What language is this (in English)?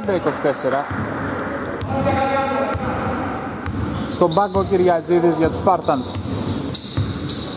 Greek